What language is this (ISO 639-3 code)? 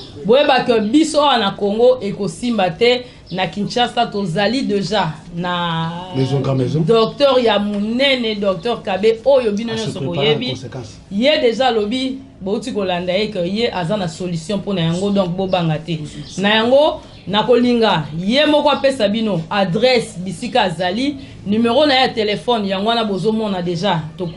lin